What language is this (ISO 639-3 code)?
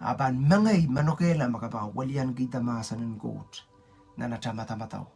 pon